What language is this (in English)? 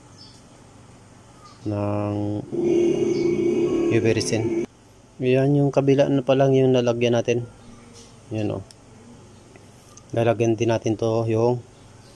Filipino